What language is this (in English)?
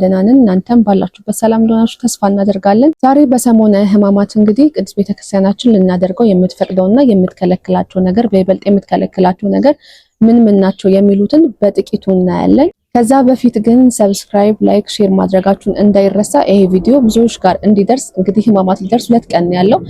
Amharic